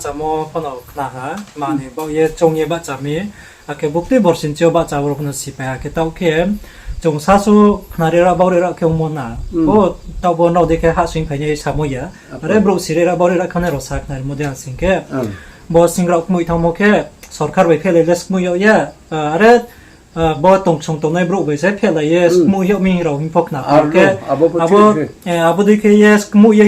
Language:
Riang (India)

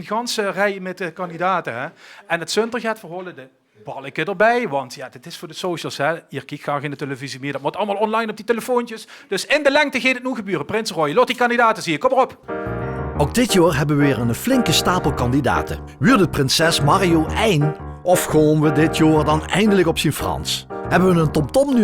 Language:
Limburgish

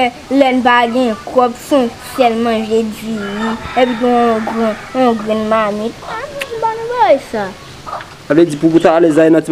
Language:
Haitian Creole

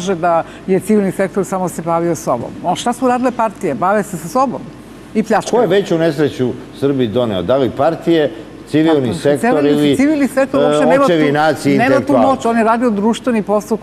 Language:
Serbian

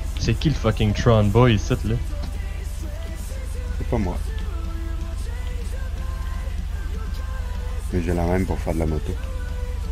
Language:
French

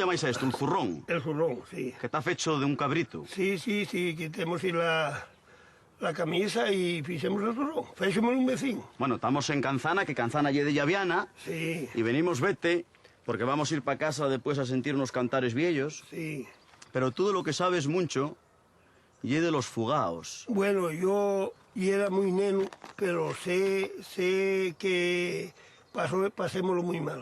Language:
Asturian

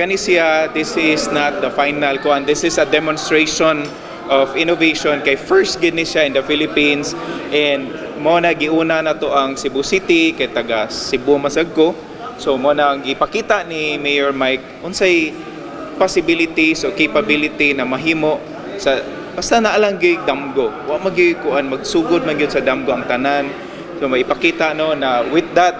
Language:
Cebuano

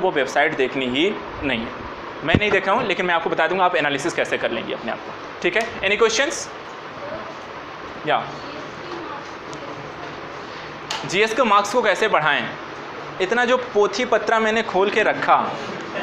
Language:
Hindi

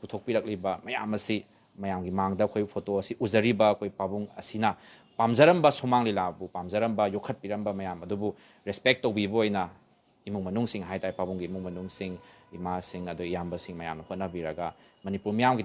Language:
Manipuri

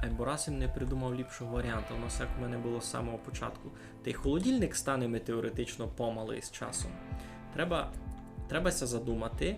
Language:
Rusyn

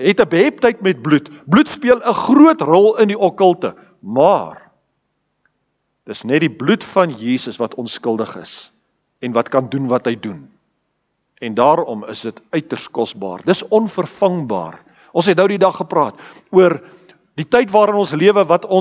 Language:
Afrikaans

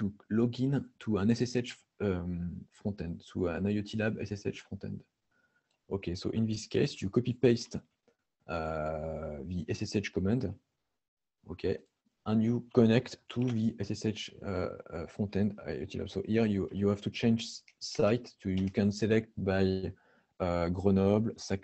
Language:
English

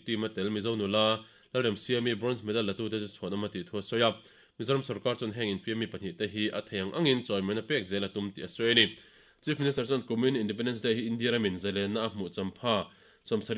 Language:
Mizo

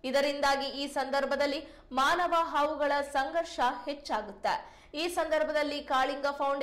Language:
Kannada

